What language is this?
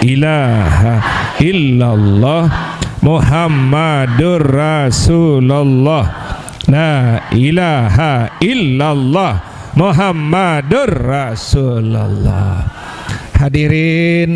Sasak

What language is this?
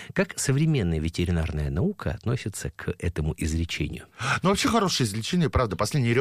Russian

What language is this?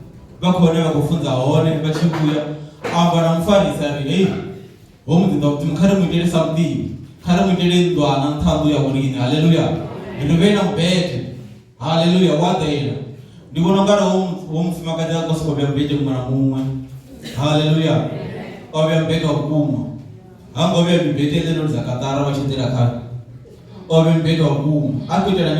Venda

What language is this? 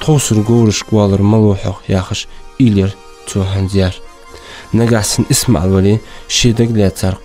Ingush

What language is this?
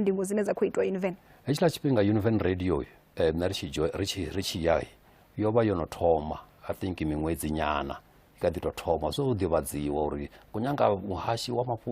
Venda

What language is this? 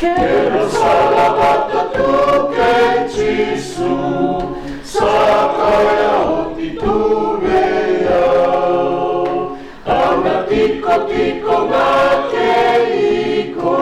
Fijian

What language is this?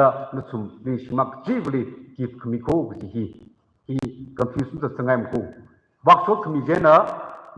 Tangkhul Naga (India)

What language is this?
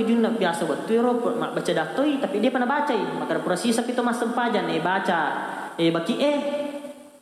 Buginese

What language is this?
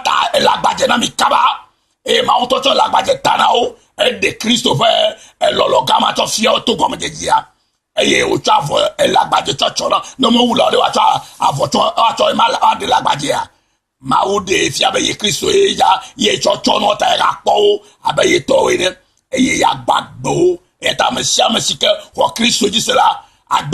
Ewe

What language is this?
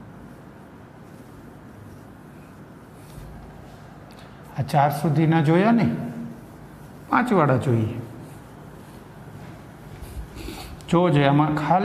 Gujarati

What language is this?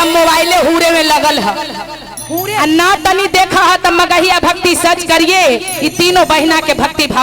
Magahi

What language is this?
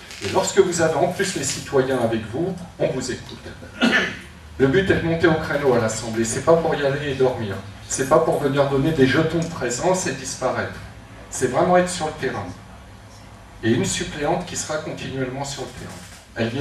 French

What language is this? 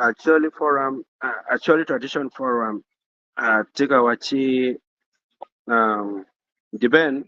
Acoli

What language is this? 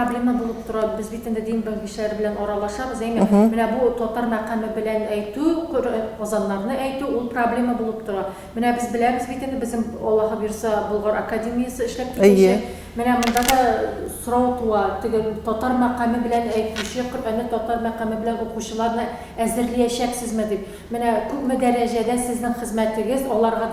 Tatar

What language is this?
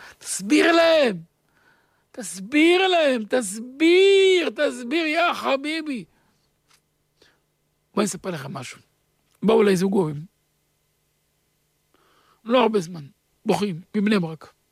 Hebrew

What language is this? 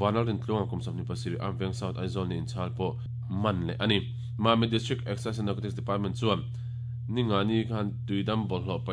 Mizo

